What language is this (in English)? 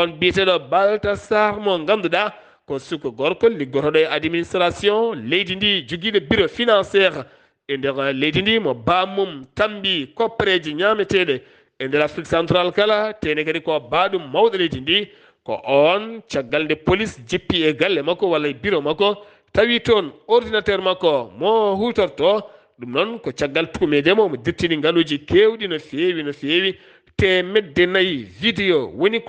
Fula